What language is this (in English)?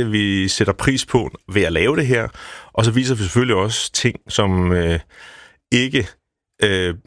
Danish